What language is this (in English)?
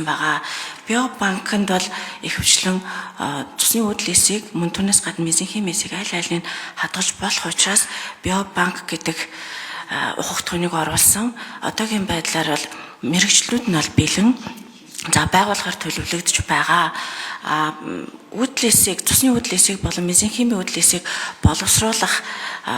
Mongolian